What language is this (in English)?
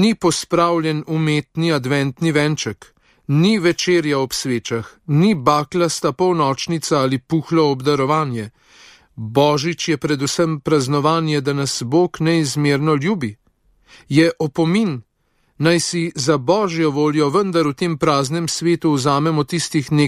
Slovenian